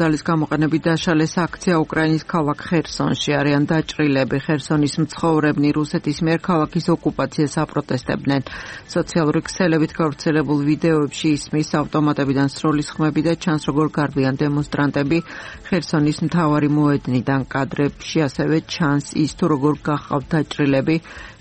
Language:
Georgian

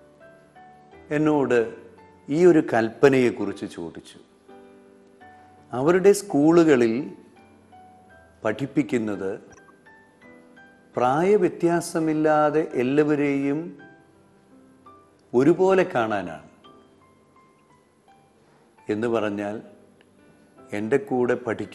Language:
Malayalam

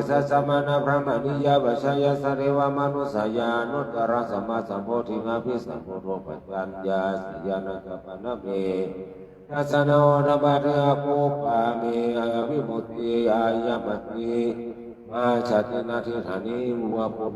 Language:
Pali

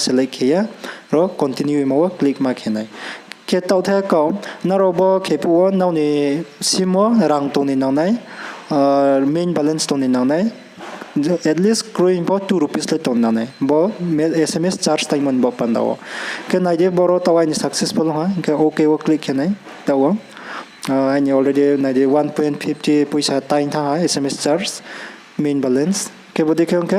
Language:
Riang (India)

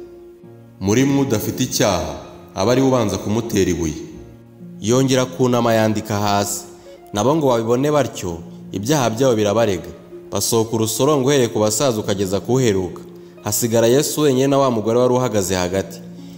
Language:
Kinyarwanda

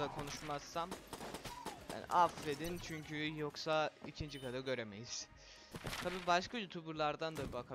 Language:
Turkish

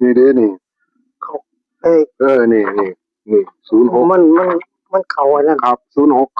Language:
Northeastern Thai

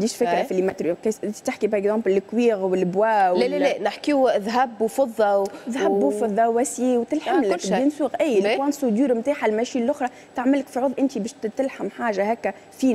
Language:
Tunisian Arabic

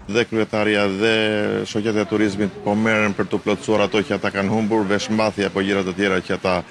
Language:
Albanian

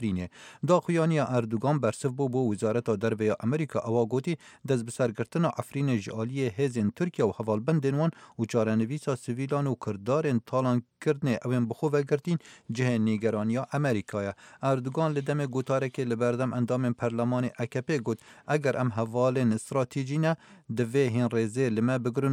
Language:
Central Kurdish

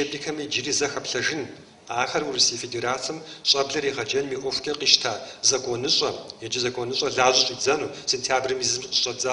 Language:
Kabardian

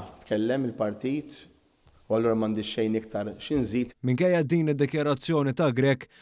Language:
Maltese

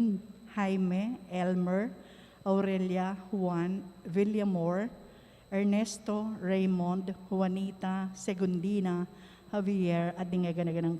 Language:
Pampanga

